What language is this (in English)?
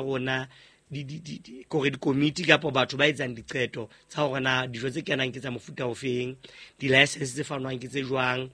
Southern Sotho